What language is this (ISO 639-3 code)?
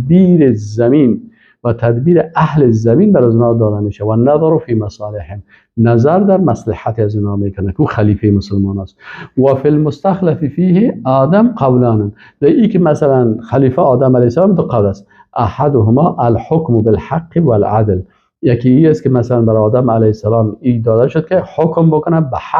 fas